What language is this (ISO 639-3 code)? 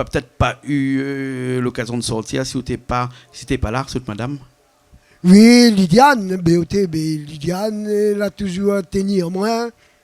rcf